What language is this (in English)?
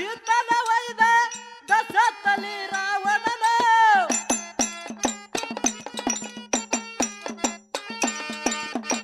Kannada